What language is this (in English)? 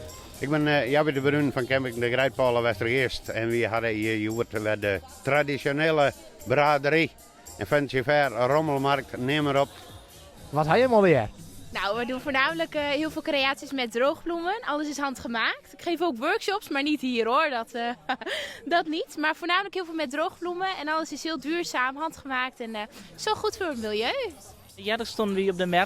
Western Frisian